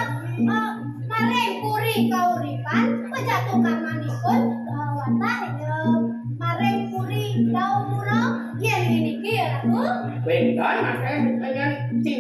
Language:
Balinese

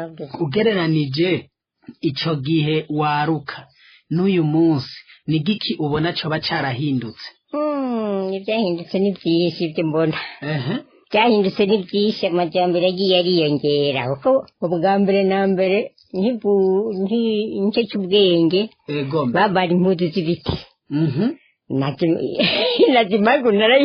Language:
Rundi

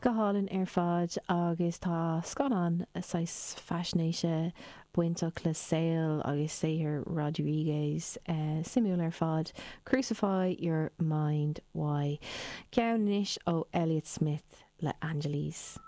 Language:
Irish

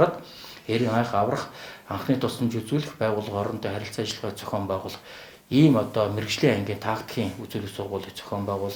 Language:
Mongolian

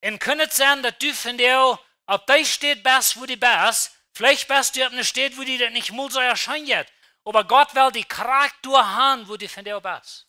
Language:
Plautdietsch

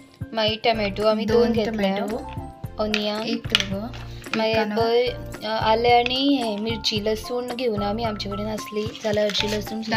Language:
Konkani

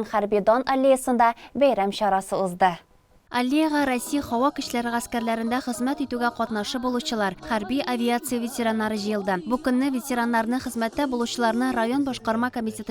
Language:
Tatar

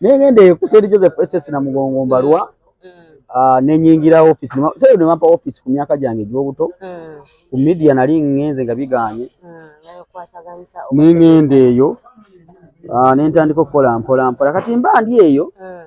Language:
Ganda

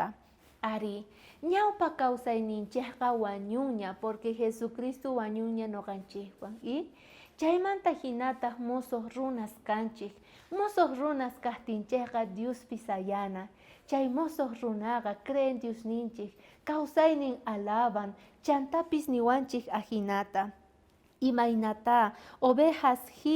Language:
South Bolivian Quechua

